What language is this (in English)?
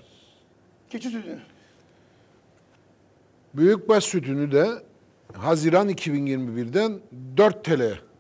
Turkish